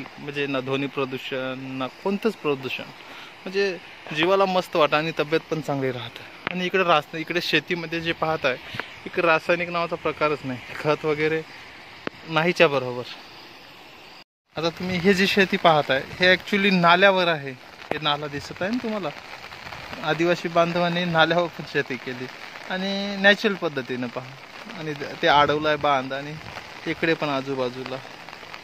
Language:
Marathi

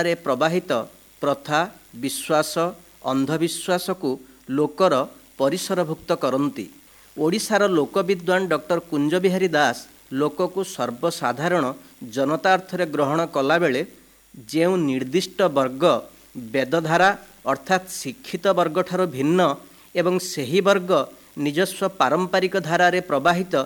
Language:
Odia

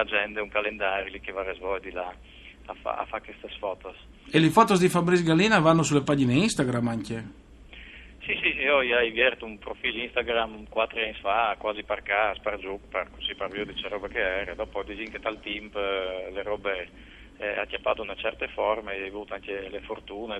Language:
Friulian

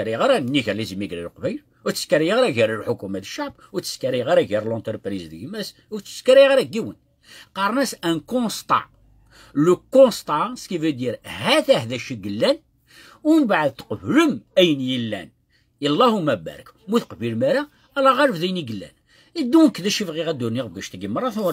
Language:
Kabyle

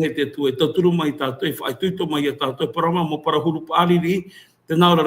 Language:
Tahitian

